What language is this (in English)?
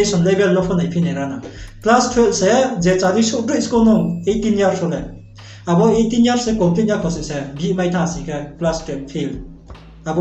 Riang (India)